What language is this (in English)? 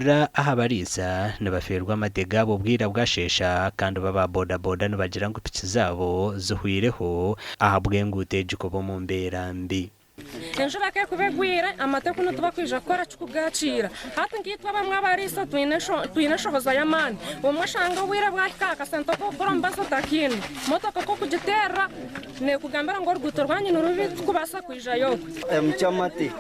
Nyankole